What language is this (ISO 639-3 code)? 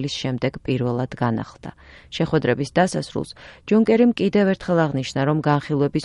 kat